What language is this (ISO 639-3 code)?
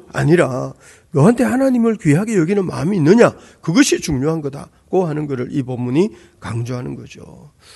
kor